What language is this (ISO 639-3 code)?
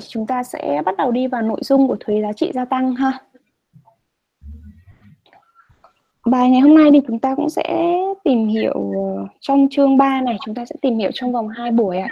vie